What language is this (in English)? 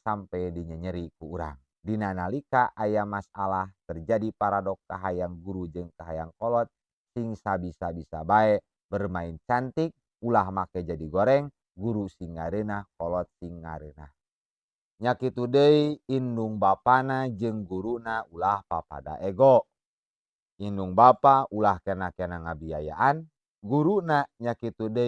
Sundanese